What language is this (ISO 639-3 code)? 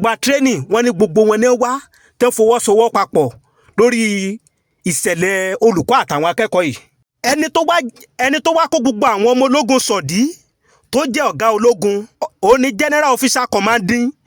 yor